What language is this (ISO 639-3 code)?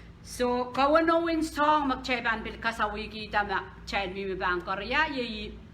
pon